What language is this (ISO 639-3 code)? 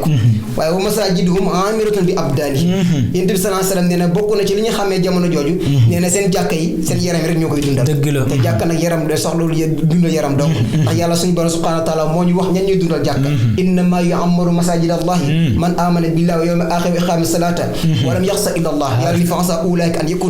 wol